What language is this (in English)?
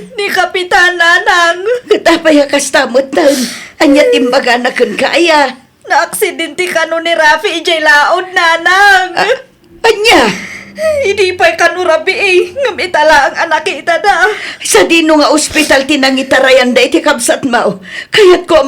Iloko